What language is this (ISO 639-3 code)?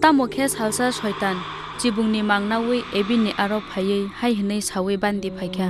trp